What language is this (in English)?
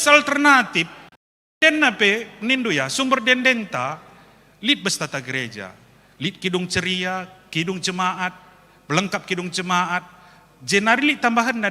Batak Karo